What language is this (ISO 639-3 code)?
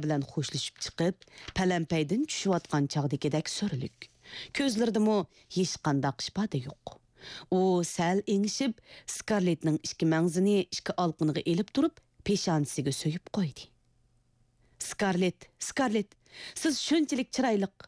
uig